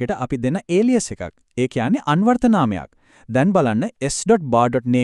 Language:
Sinhala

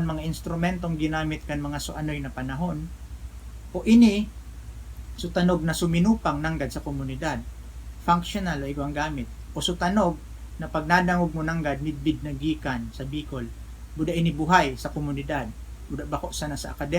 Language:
Bikol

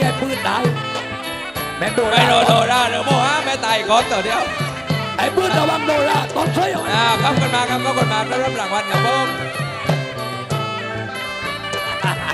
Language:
Thai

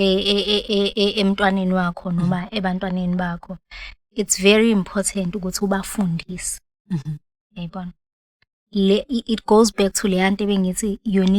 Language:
Zulu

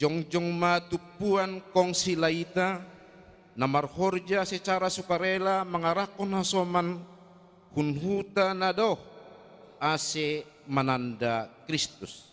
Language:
Batak Simalungun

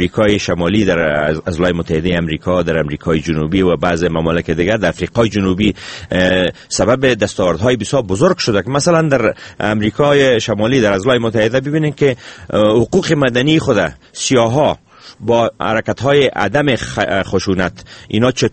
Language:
Persian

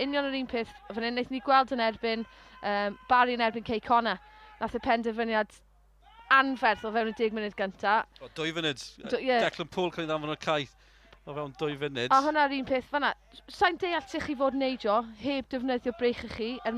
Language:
Welsh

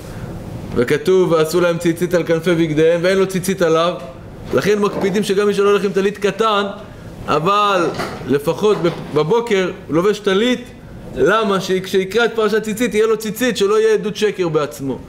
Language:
Hebrew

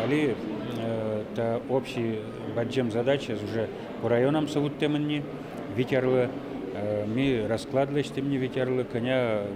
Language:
Udmurt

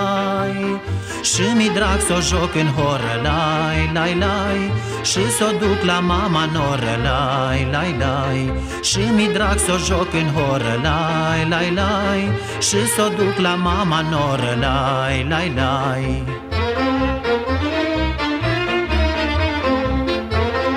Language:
Romanian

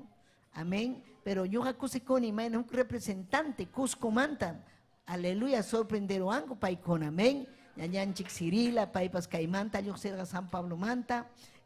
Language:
Ayacucho Quechua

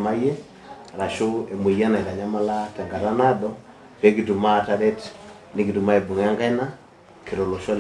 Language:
Masai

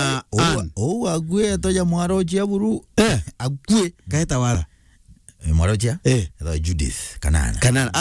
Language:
Meru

